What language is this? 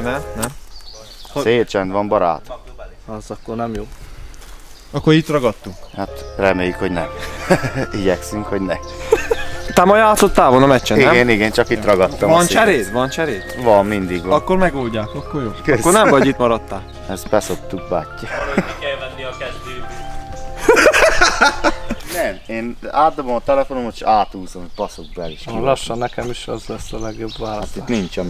Hungarian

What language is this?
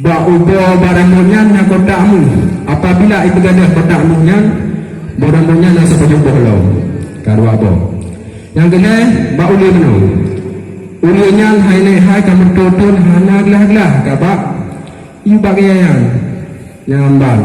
Achinese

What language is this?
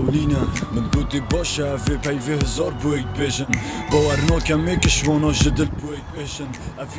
Kurdish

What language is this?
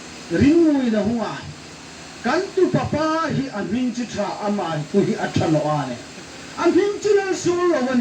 Hmar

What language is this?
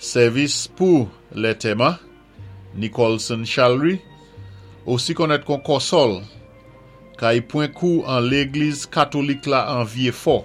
Saint Lucian Creole French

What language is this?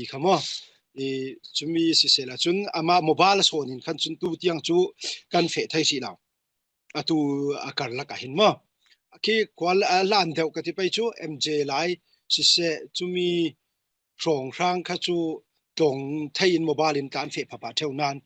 Falam Chin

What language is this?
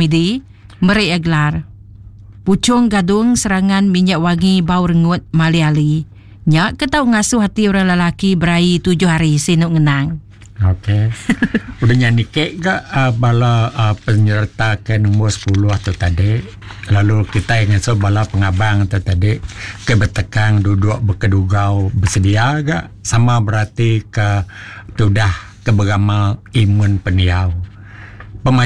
Iban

